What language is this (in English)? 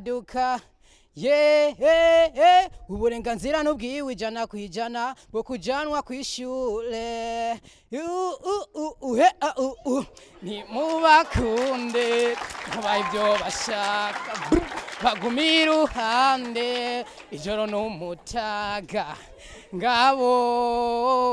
Rundi